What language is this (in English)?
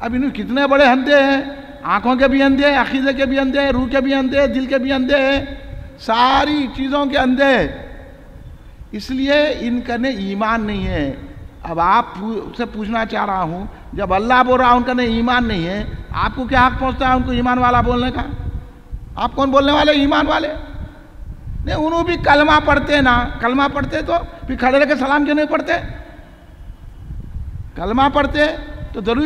Urdu